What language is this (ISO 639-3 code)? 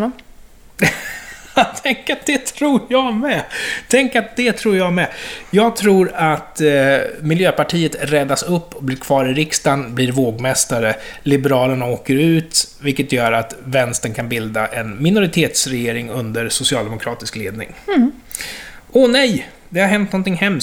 swe